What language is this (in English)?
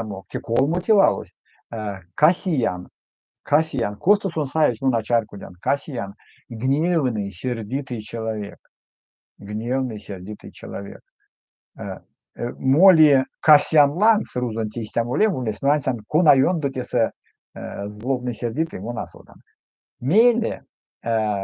Erzya